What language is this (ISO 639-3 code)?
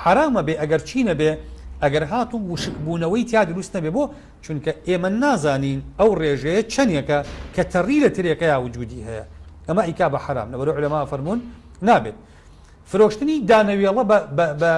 ckb